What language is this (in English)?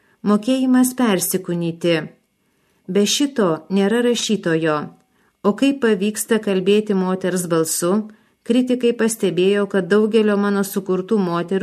Lithuanian